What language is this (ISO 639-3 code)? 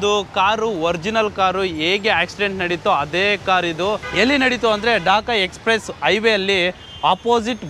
kan